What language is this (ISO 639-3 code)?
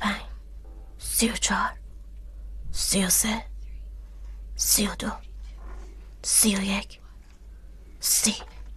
fas